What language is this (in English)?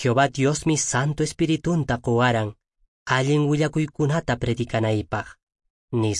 Quechua